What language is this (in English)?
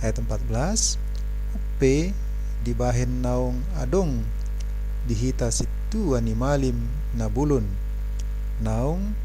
Batak Toba